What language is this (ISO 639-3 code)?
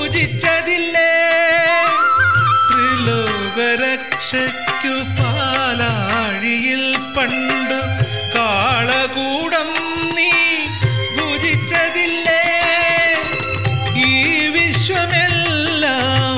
mal